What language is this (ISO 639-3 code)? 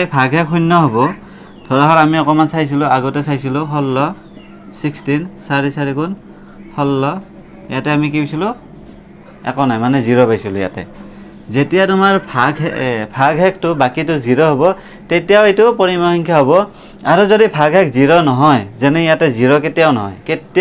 asm